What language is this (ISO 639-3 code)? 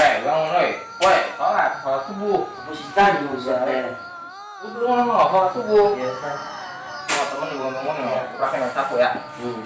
bew